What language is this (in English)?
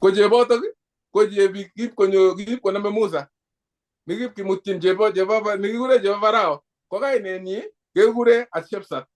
Kalenjin